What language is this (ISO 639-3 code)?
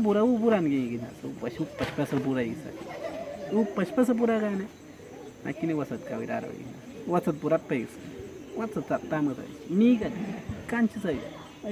kwi